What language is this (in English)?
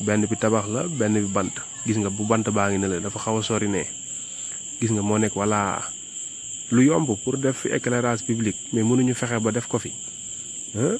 Wolof